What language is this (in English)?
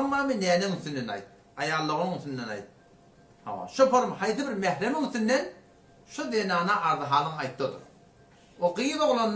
Turkmen